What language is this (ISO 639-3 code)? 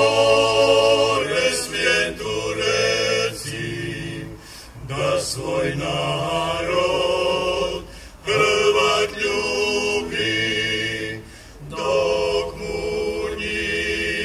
hrv